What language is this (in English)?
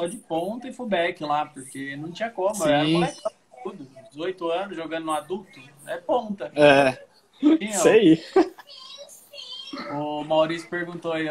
Portuguese